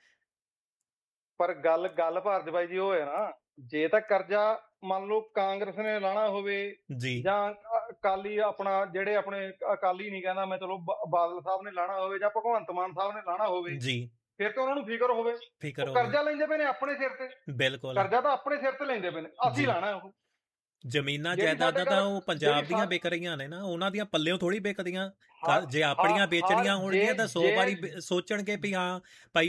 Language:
Punjabi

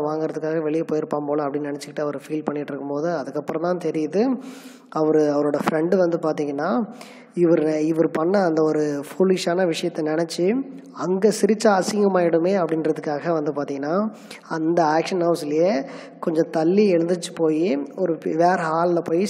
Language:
Tamil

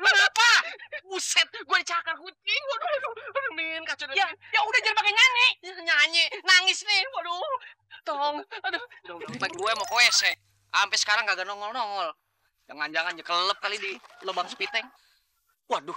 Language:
Betawi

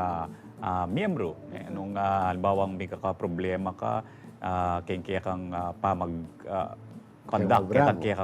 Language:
Pampanga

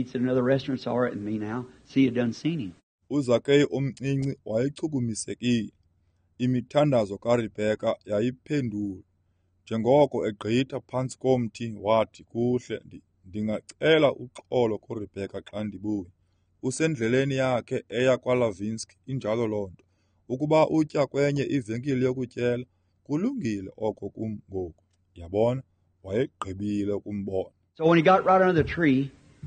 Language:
Xhosa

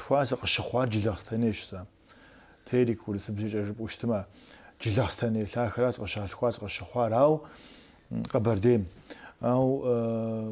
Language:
Kabardian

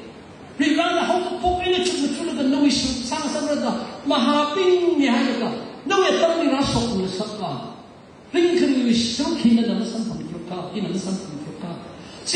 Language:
Tangkhul Naga (India)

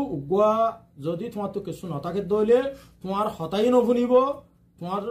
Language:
Rohingya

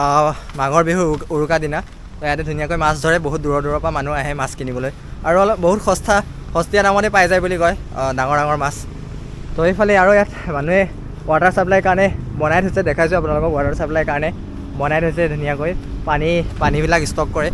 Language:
Assamese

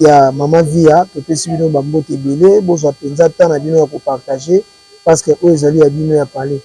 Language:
Lingala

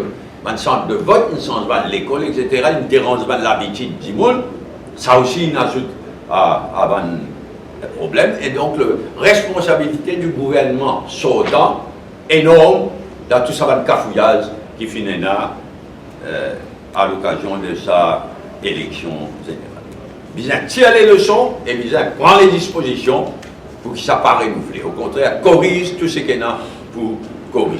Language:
Morisyen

